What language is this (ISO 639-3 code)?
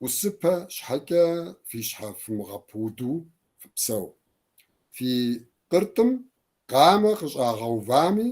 kbd